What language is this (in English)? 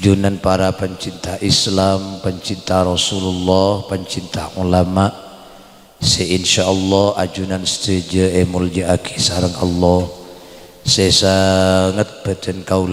Madurese